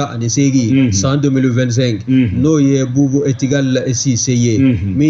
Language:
Bambara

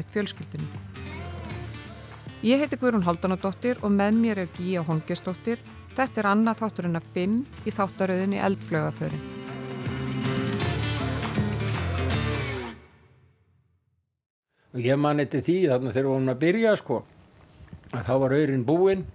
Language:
Icelandic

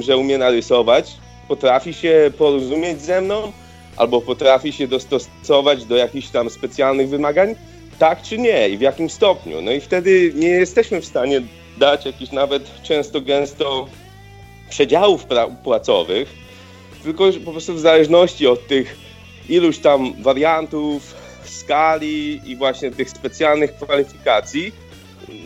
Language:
Polish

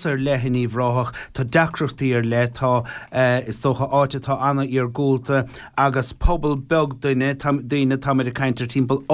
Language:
Irish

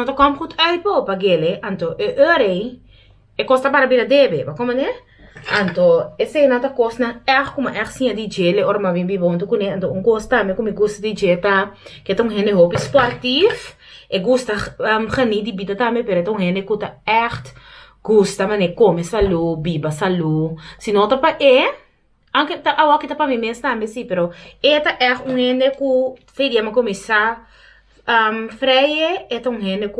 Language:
Papiamento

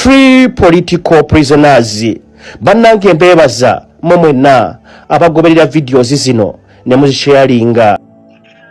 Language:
Ganda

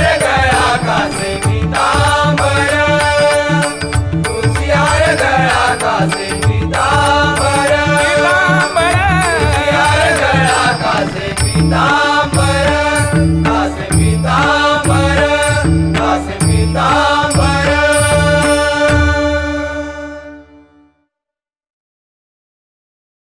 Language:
Marathi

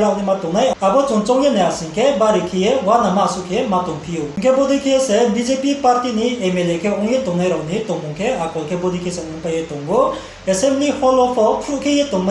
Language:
Riang (India)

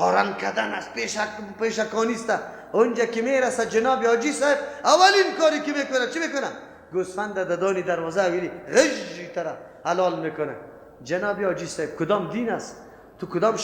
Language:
Persian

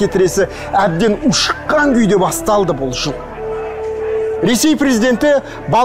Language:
Kazakh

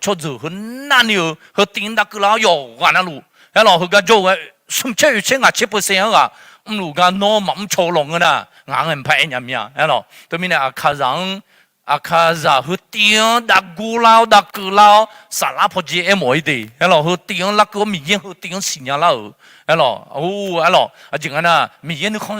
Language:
Akha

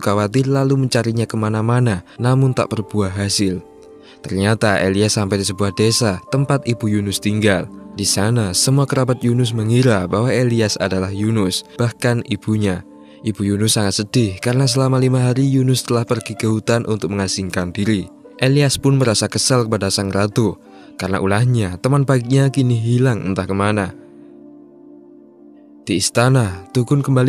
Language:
Indonesian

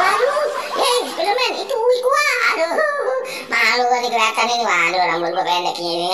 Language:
Betawi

